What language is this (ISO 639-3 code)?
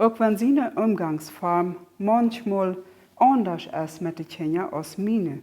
pdt